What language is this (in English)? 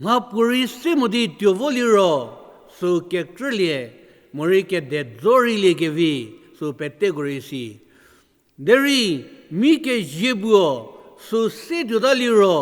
Angami Naga